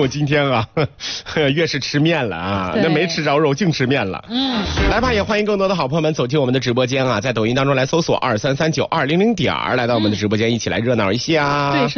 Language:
Chinese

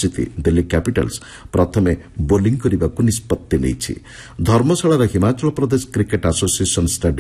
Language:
Odia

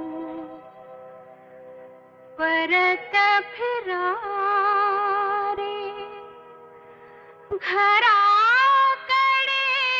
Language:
Marathi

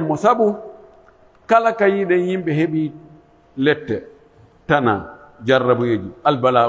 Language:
Pular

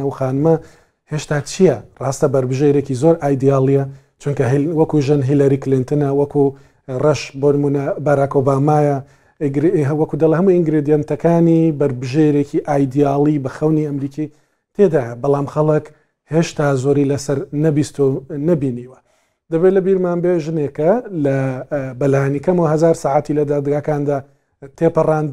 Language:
Central Kurdish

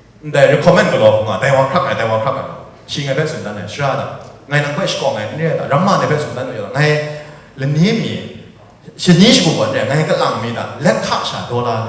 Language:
Kachin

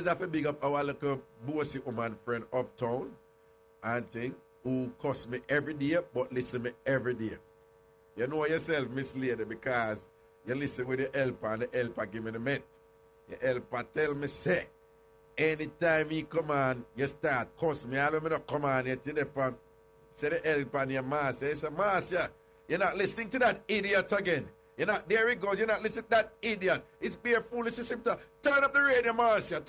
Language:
Jamaican Creole English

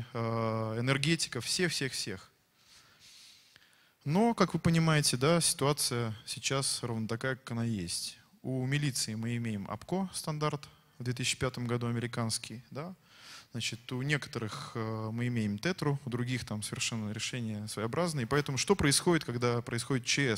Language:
Russian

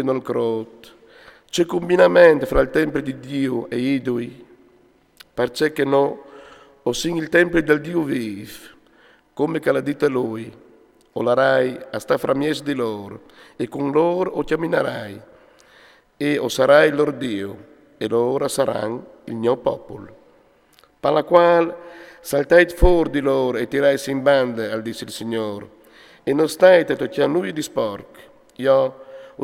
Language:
Friulian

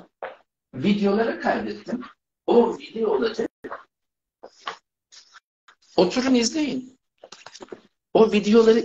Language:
Turkish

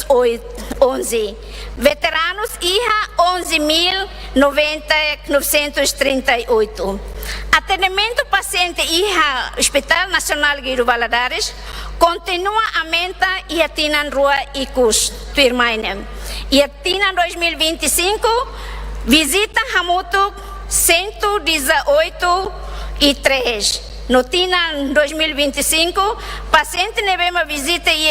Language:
Tetum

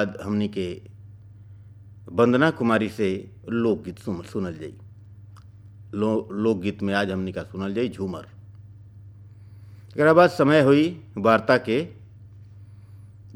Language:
Bhojpuri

